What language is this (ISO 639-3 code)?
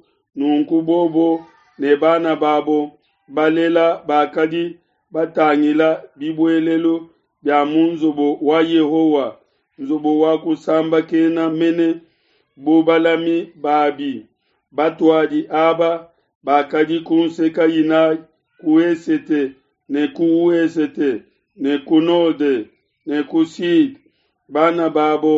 lua